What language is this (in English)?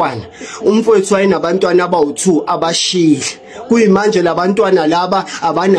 Zulu